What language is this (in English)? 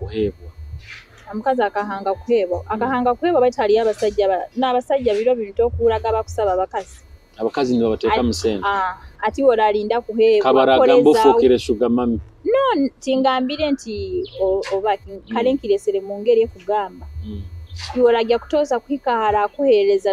Nyoro